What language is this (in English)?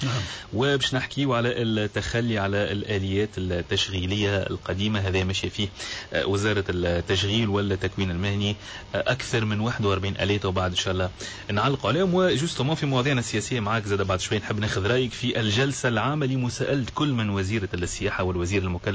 Tunisian Arabic